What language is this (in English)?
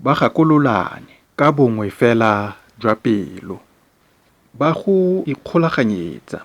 Tswana